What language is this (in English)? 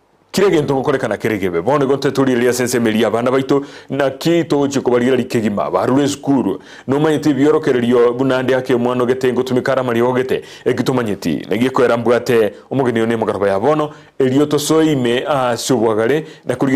Gusii